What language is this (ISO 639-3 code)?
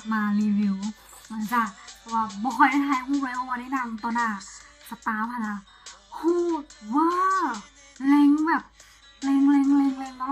lao